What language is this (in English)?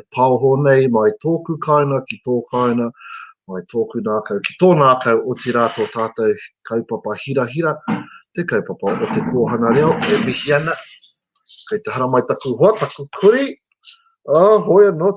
Māori